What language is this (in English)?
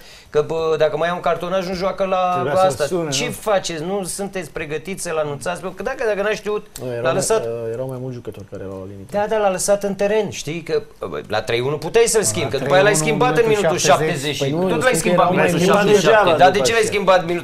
Romanian